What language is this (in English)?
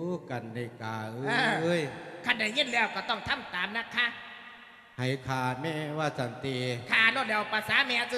Lao